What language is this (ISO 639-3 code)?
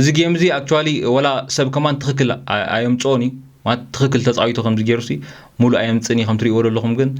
tir